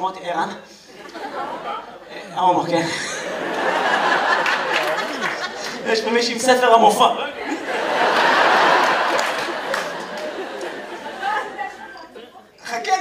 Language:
Hebrew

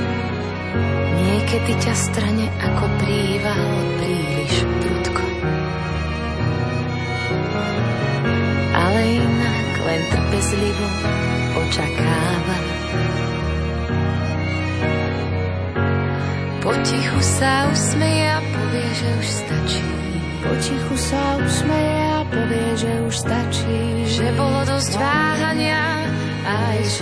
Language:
Slovak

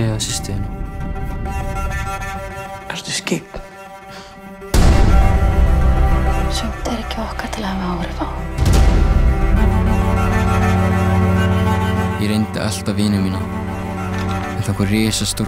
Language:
Icelandic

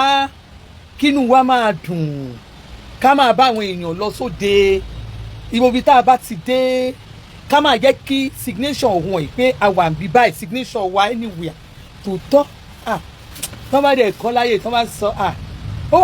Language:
Yoruba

